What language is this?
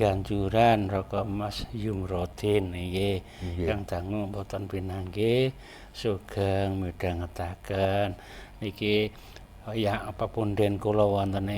Javanese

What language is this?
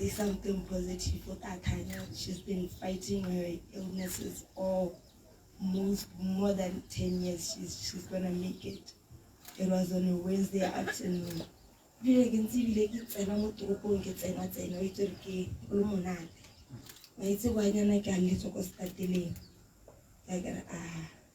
Tswana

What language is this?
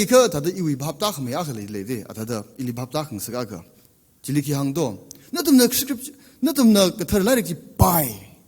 Tangkhul Naga (India)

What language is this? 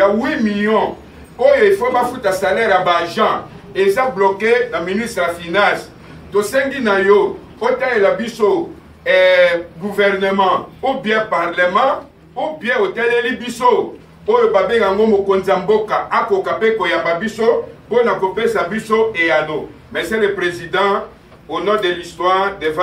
Lingala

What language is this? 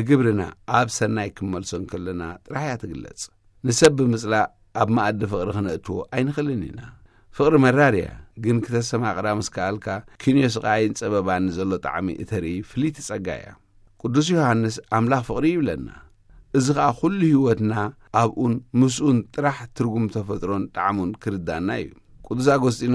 Tigrinya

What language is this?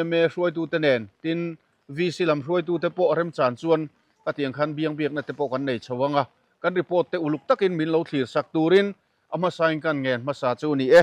Mizo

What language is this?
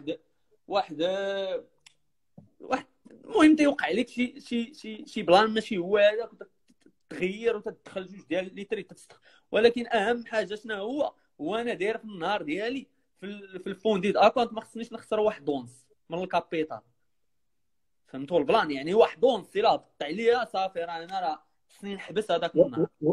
Moroccan Arabic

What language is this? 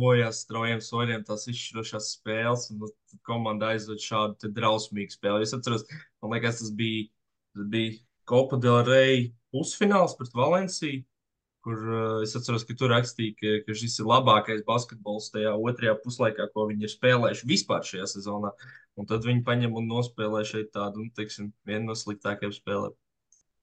Latvian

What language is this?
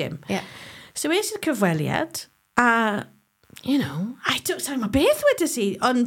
Welsh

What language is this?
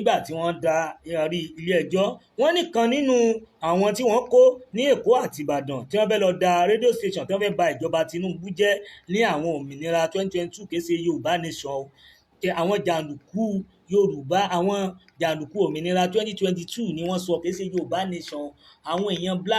Yoruba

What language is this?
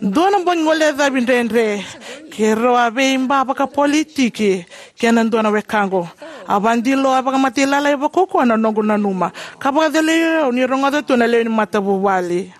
Fijian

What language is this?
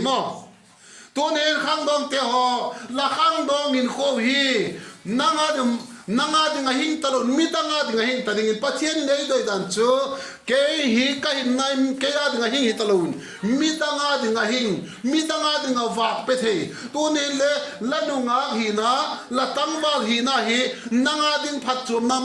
Vaiphei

